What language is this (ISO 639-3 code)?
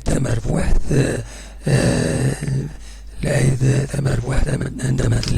kab